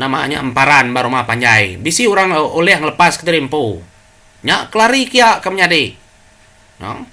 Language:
Iban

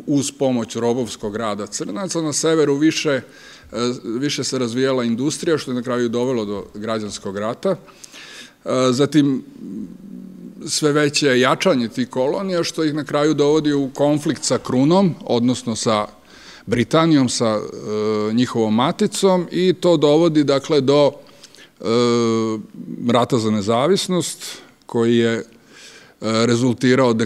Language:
Serbian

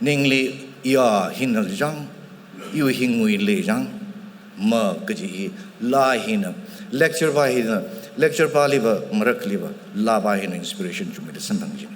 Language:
Tangkhul Naga (India)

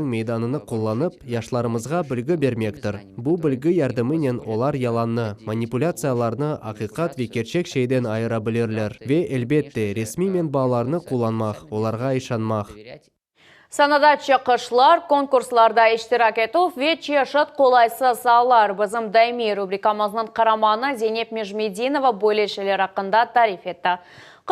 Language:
Crimean Tatar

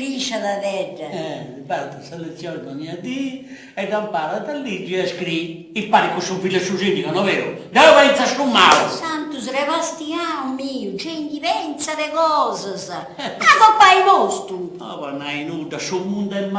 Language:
Sardinian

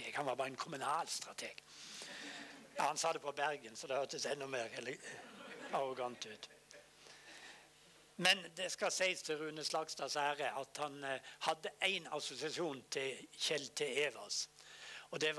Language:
Norwegian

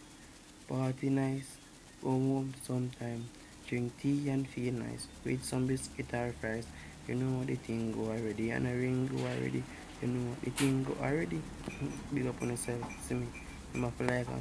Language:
Jamaican Creole English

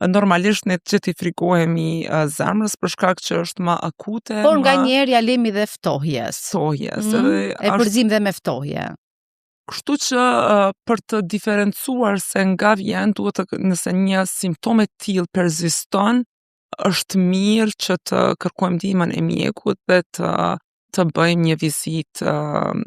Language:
Albanian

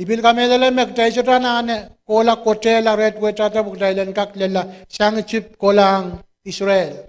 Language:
Pohnpeian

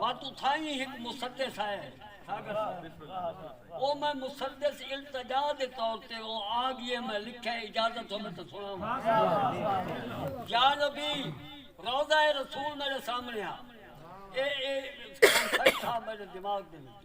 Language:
Saraiki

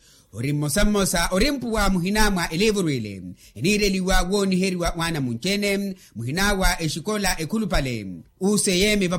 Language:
Makhuwa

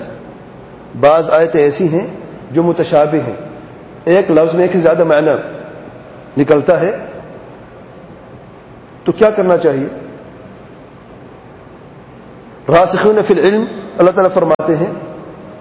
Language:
Urdu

